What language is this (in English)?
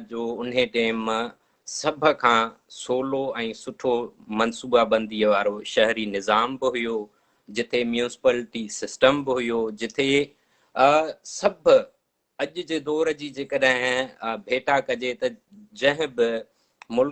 Sindhi